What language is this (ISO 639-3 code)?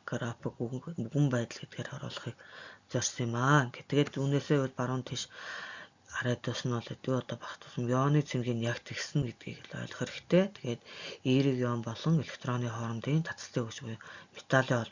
mon